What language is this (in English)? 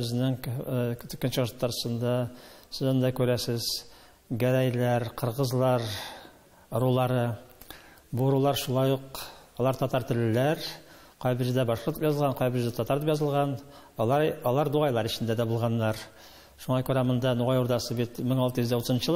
Tatar